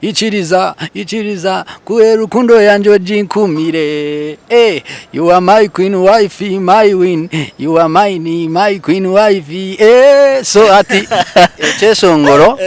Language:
Nyankole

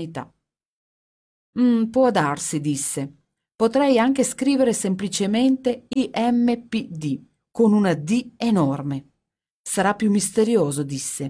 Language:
Italian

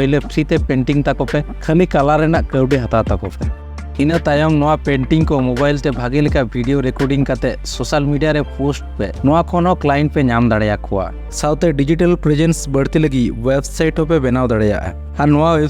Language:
Santali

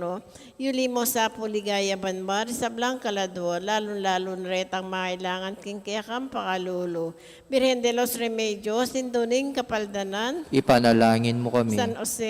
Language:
Pampanga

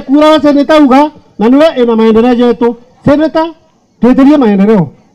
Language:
Meru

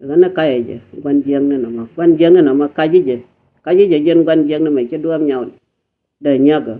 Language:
Nuer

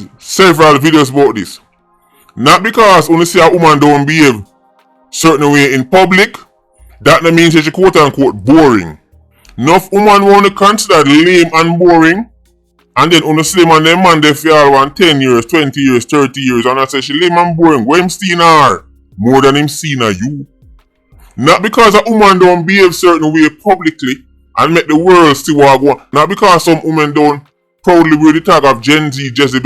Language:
Jamaican Creole English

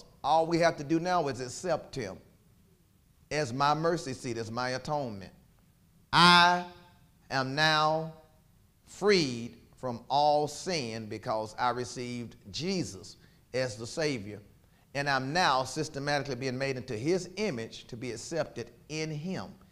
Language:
English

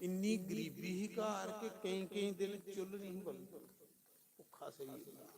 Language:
Dogri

